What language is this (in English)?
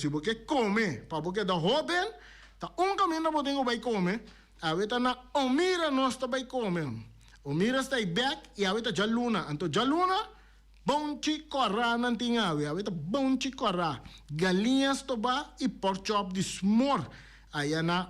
Papiamento